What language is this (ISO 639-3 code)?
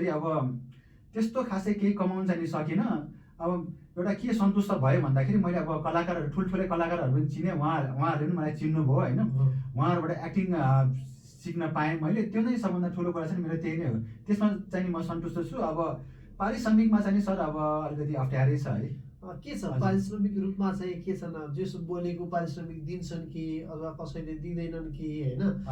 nep